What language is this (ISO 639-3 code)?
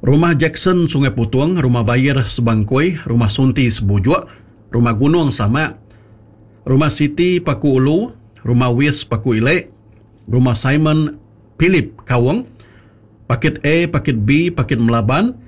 iba